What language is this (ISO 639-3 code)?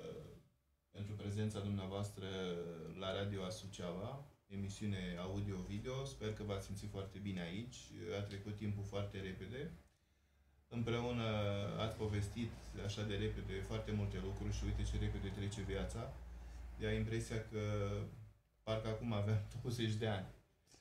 ron